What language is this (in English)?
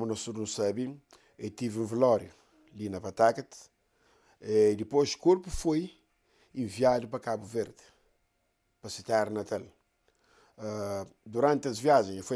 Kabuverdianu